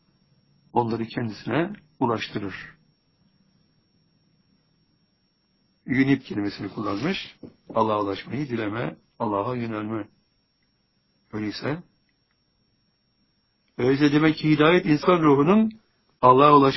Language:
Turkish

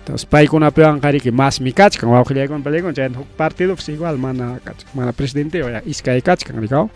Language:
Ayacucho Quechua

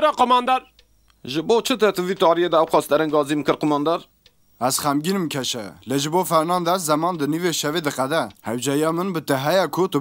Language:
Kurdish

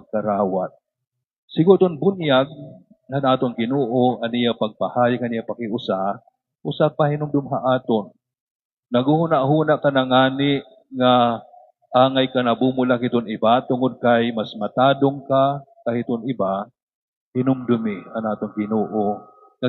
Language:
Waray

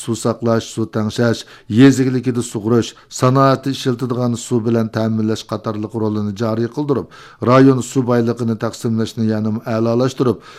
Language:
Uyghur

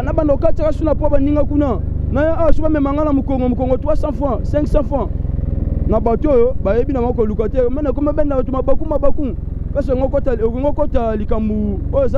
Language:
Lingala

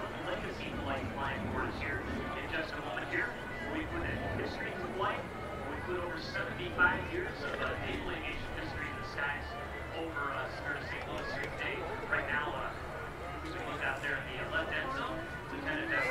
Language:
English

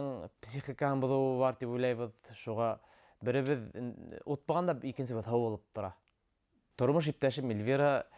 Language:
Bashkir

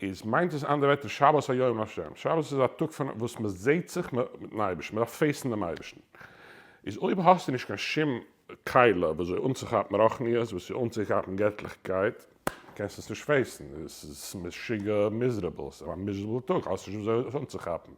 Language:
Yiddish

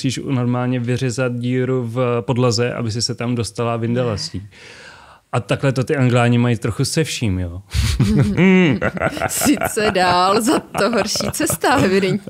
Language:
Czech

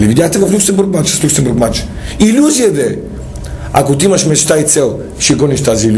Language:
Bulgarian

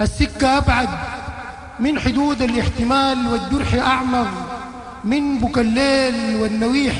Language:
Sudanese Arabic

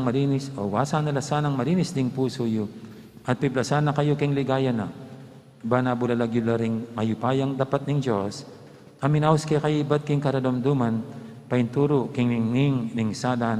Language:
Pampanga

